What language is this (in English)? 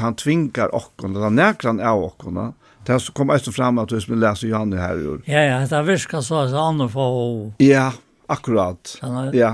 Faroese